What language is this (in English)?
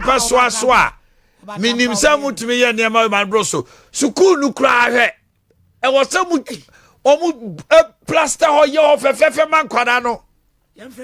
Akan